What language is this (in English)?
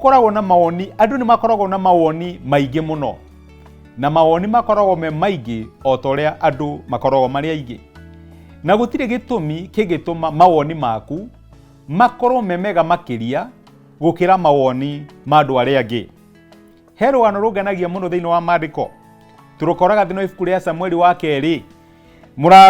Kikuyu